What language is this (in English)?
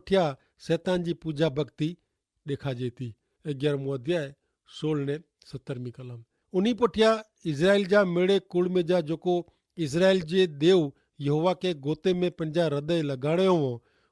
Kachhi